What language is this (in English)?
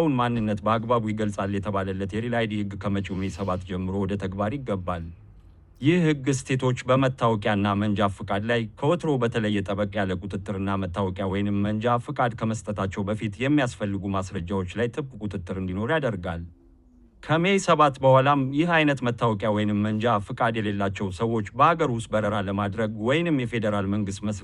Amharic